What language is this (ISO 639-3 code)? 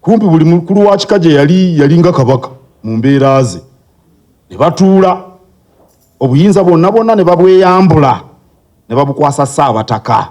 lug